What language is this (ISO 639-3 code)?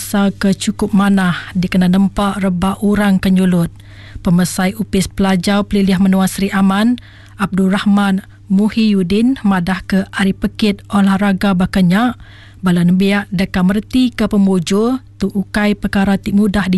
iba